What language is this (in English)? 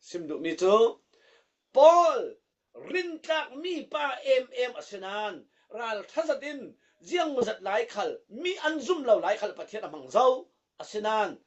Falam Chin